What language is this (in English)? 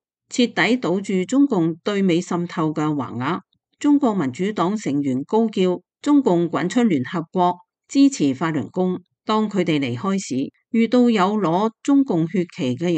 Cantonese